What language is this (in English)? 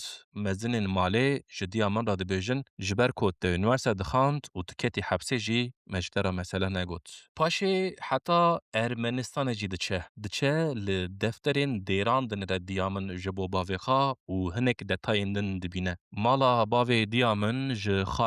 Kurdish